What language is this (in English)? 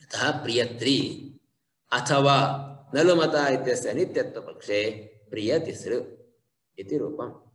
Sanskrit